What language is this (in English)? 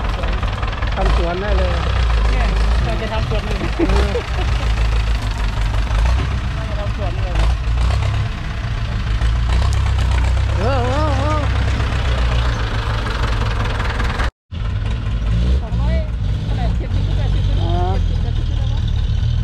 Thai